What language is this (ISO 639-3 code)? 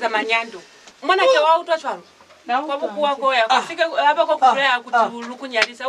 loz